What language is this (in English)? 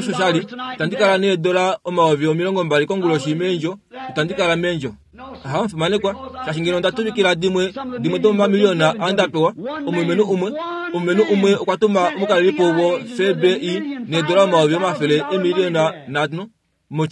Kuanyama